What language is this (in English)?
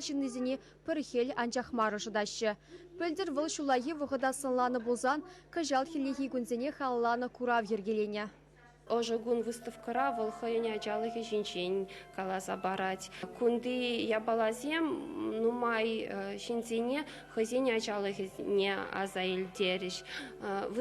Chuvash